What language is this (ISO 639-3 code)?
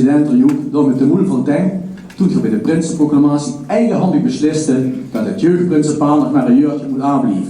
lim